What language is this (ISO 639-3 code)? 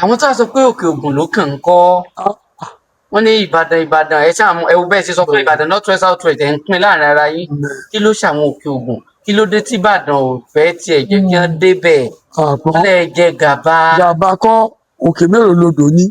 yor